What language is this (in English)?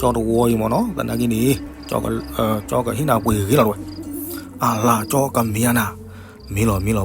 S'gaw Karen